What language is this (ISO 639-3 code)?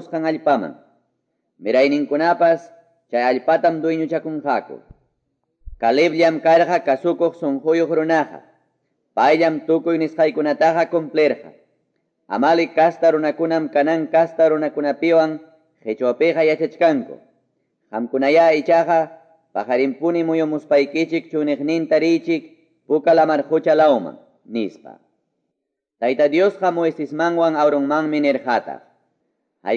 que